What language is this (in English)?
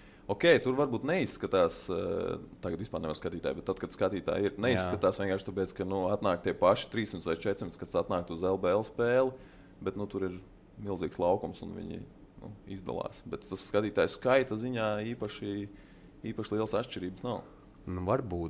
Latvian